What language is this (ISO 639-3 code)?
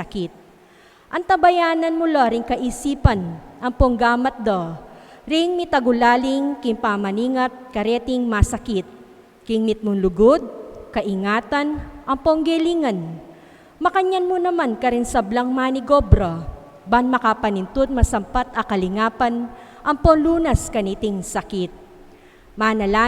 pam